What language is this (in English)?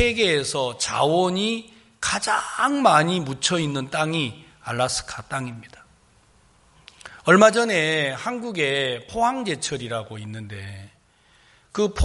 Korean